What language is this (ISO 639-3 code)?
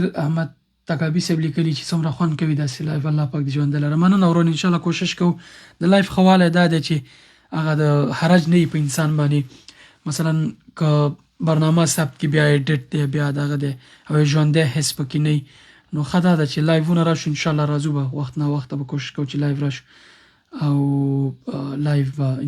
pus